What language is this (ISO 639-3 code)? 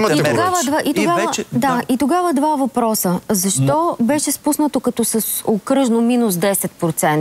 bul